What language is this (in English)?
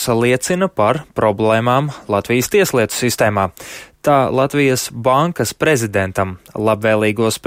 Latvian